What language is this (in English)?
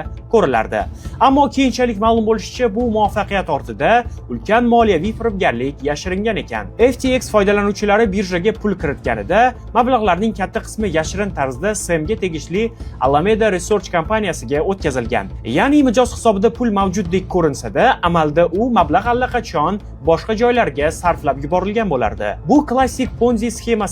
Uzbek